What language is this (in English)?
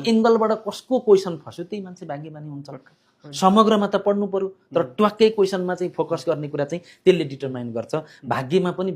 Nepali